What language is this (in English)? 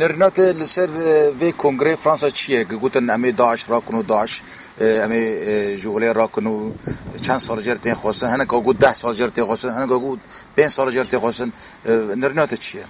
Kurdish